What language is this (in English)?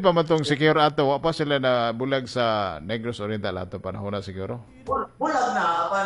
Cebuano